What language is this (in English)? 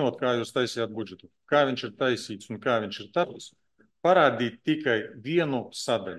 Latvian